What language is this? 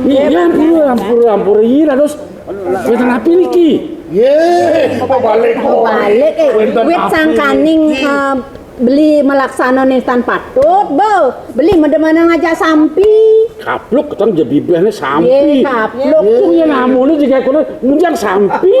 Balinese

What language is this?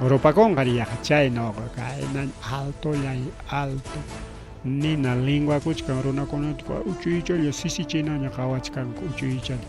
Ayacucho Quechua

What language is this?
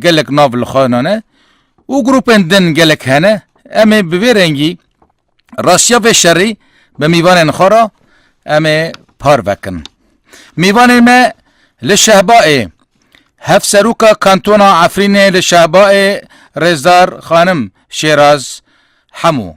Kurdish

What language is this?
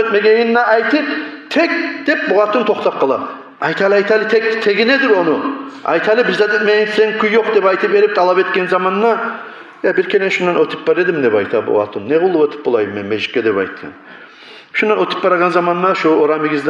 Kumyk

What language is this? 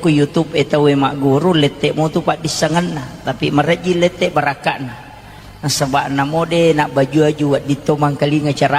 Buginese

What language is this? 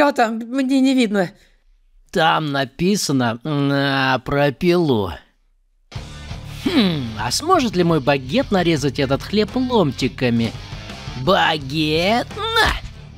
Russian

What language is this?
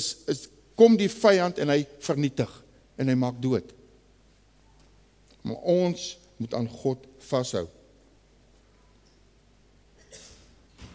Afrikaans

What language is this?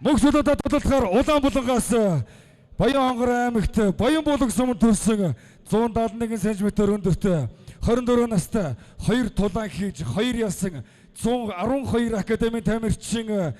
Mongolian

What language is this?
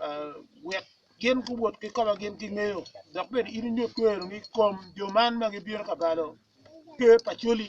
Acoli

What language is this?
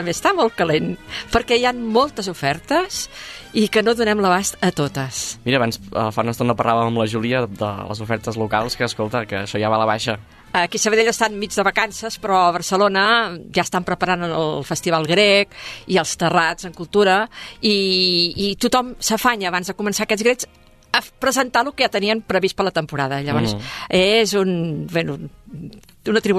Catalan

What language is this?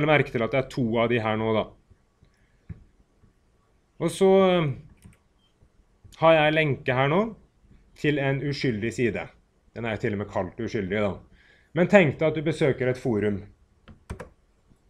Norwegian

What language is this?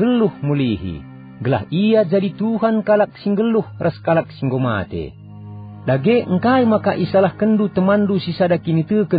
Batak Karo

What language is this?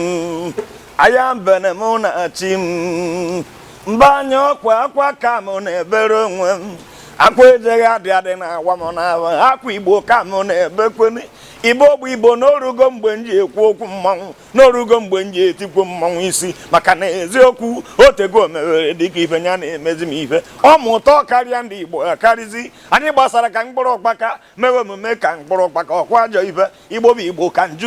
Igbo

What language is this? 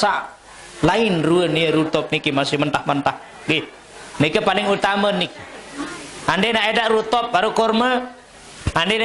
Sasak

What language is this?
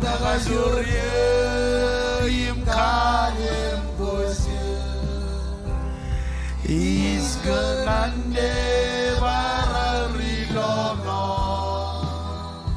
Marshallese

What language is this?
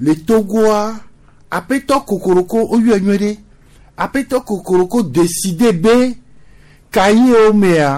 Gen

